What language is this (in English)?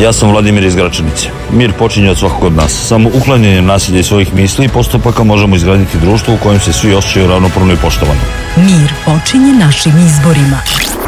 Serbian